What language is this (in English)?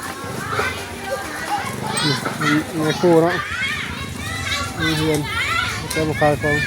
Lao